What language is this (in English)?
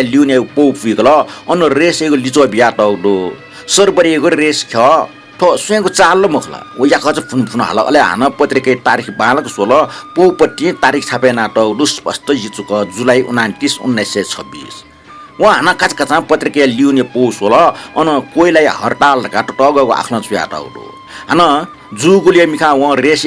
Newari